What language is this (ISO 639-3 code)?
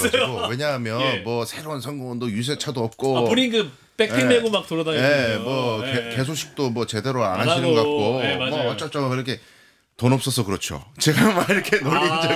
kor